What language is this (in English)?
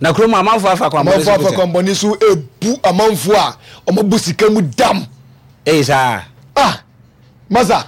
Akan